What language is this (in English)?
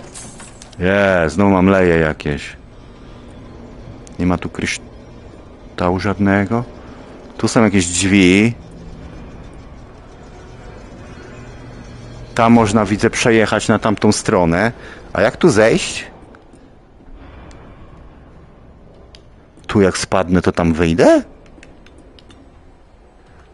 Polish